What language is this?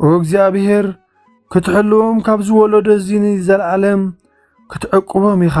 Tigrinya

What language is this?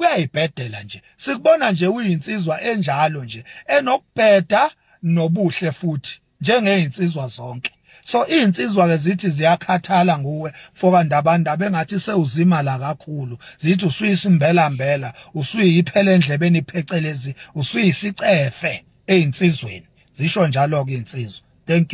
Zulu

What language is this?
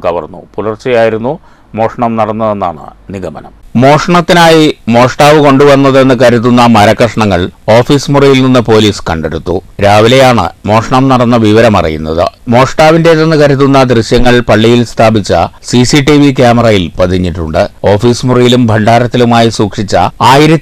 Malayalam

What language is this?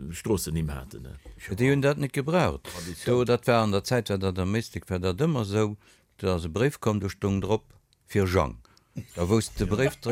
Luxembourgish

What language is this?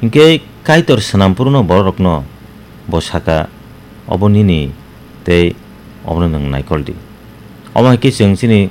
Kok Borok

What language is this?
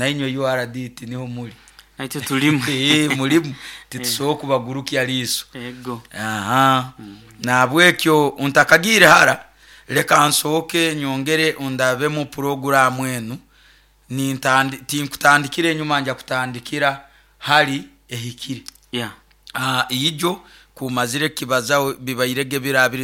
Nyoro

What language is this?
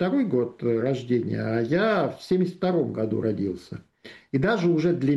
Russian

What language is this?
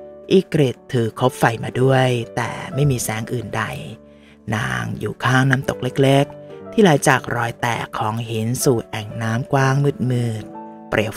Thai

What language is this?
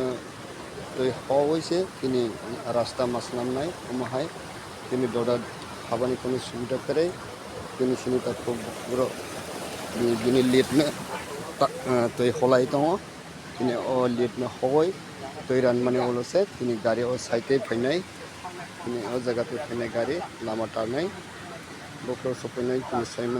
Kok Borok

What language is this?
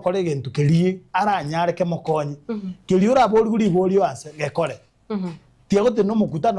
Gusii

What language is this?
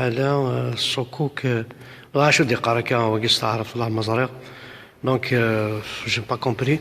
Kabyle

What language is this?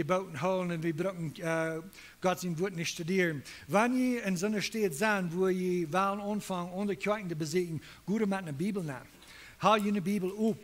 Plautdietsch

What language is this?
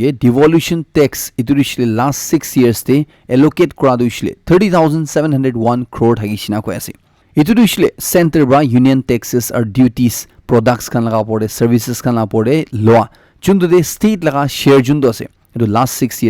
Naga Pidgin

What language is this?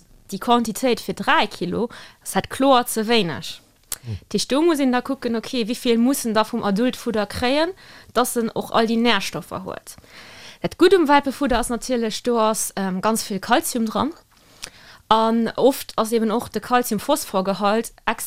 Luxembourgish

